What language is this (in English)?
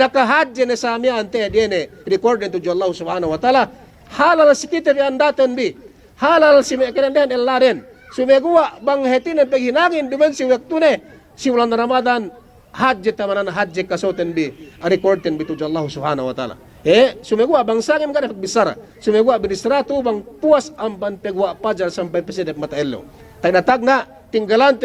Yakan